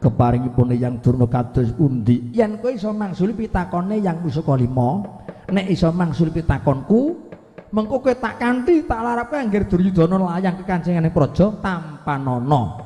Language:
Javanese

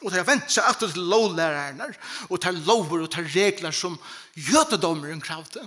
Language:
Faroese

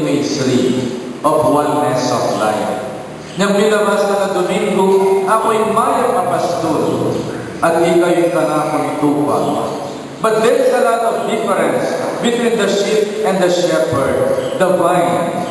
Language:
Pampanga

